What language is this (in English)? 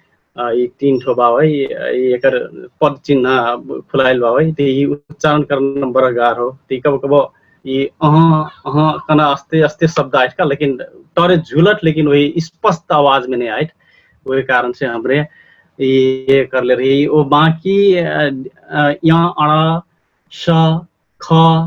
Dangaura Tharu